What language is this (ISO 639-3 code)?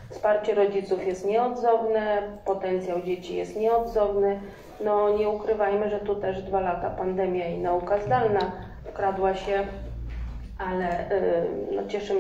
pol